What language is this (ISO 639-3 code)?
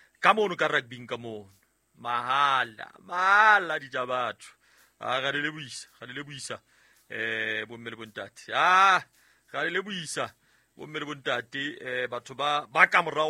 sot